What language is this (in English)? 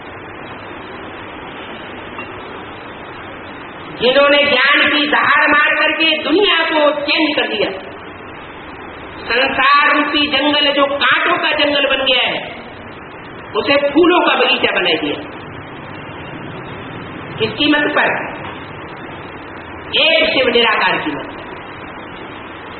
Hindi